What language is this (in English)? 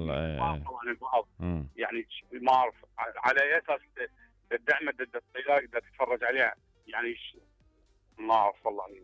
Mesopotamian Arabic